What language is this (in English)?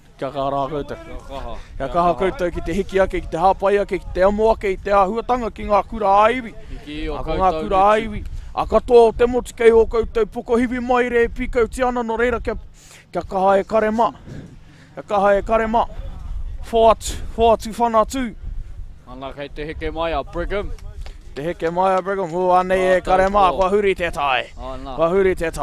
Māori